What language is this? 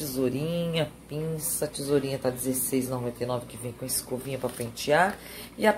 Portuguese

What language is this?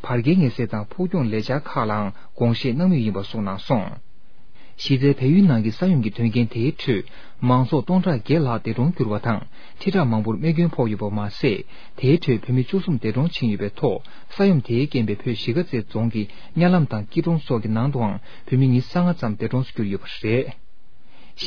Tibetan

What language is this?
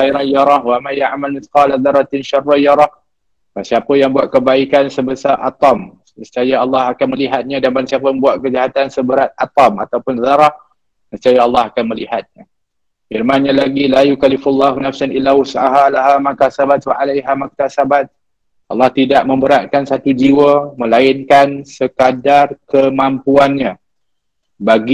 Malay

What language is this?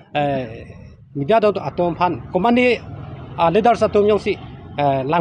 Karbi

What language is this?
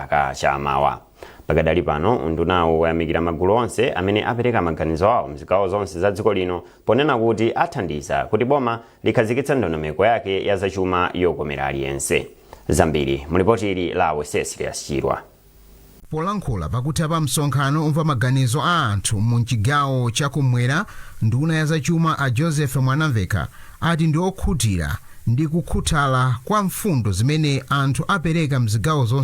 Nyanja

